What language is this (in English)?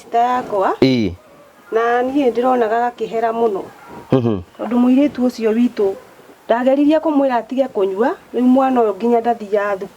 Kikuyu